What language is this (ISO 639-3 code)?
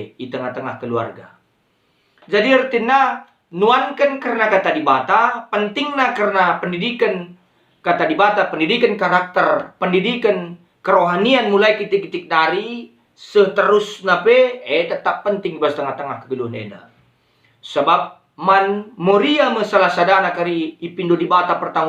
btx